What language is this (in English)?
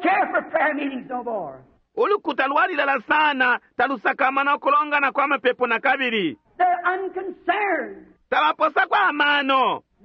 Bemba